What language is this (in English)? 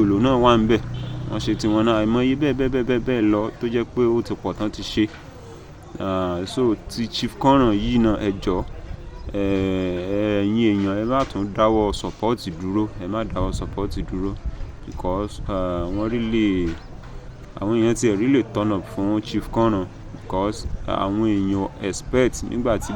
Yoruba